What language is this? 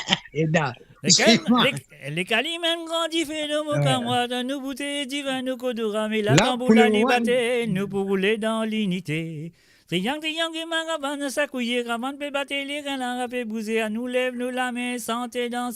Morisyen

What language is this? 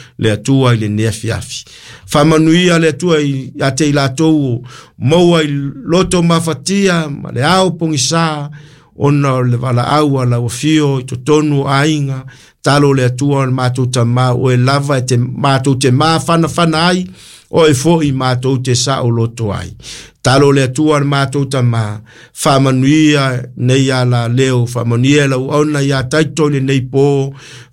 Samoan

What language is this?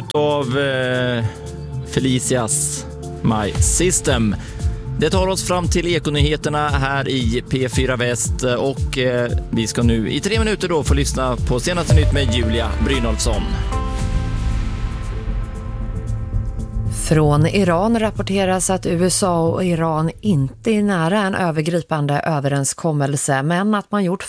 Swedish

